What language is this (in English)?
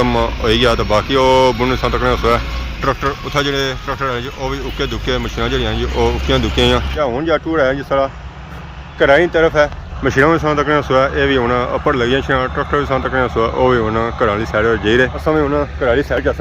Pahari-Potwari